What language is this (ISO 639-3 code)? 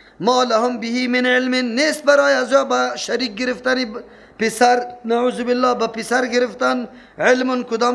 fas